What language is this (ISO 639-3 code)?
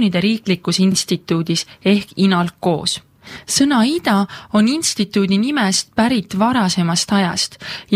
est